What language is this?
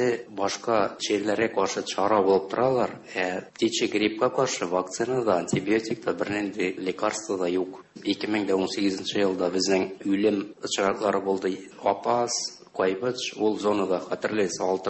Tatar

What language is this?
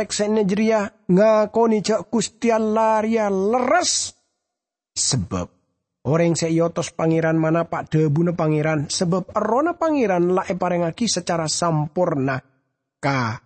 Madurese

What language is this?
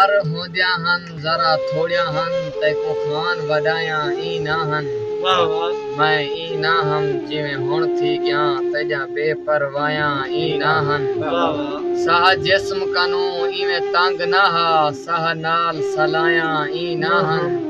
Saraiki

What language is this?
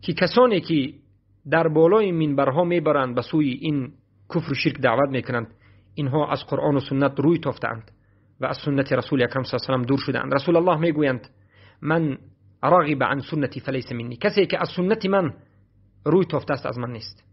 Persian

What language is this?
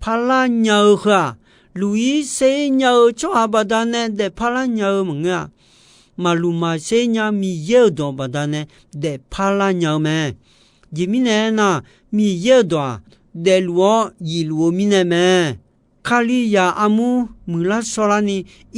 Akha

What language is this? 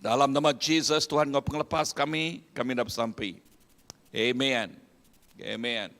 Iban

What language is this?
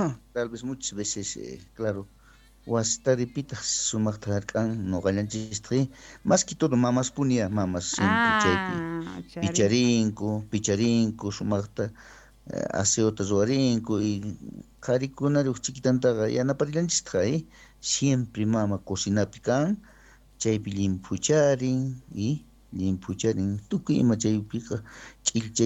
South Bolivian Quechua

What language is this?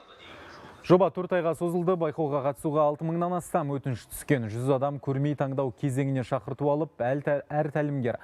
Kazakh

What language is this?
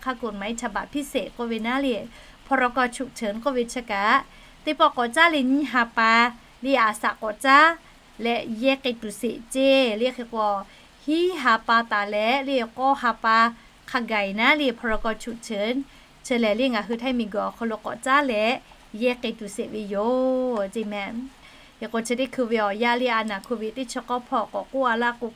Lahu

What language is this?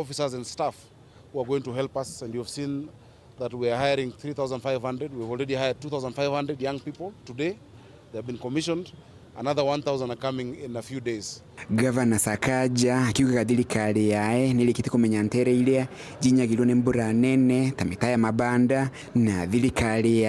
Meru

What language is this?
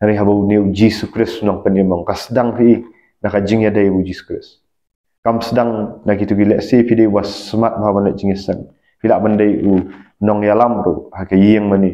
Khasi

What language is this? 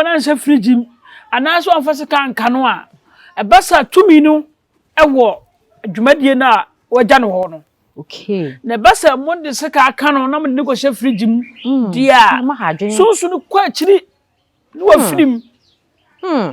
Akan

